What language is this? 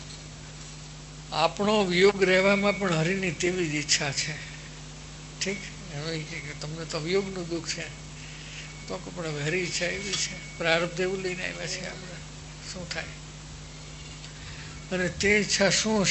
Gujarati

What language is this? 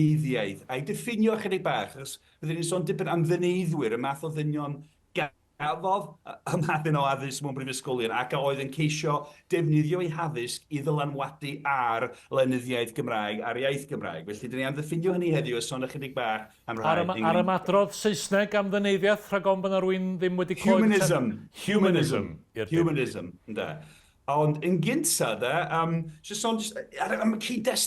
Welsh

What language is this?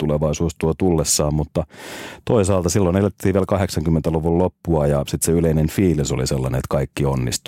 Finnish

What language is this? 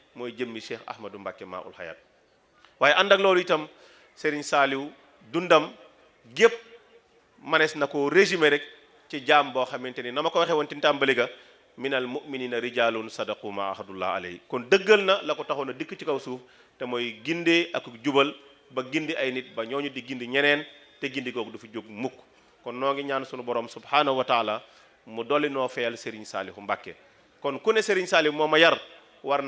Wolof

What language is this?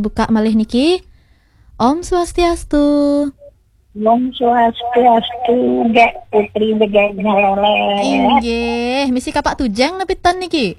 Balinese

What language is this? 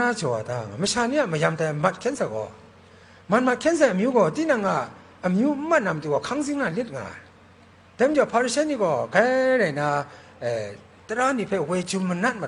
Kachin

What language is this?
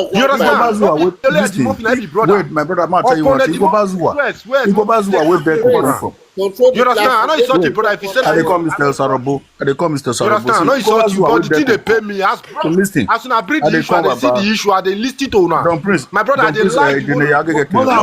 Nigerian Pidgin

